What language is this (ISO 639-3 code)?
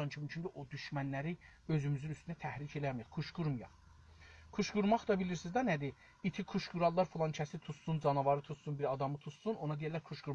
azb